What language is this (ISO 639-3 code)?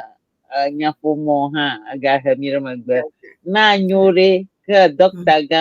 ewe